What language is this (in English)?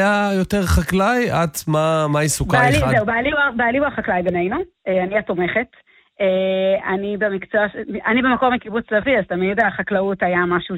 Hebrew